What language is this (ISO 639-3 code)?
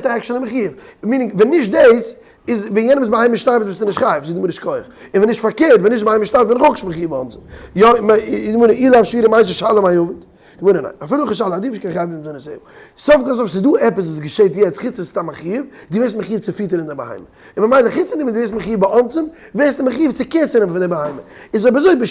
yid